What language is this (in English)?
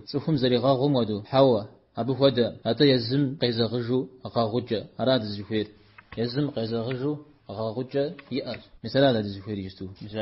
Kabardian